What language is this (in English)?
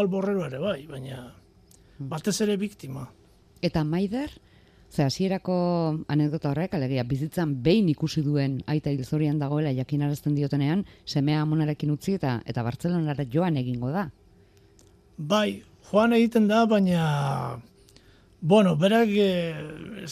Basque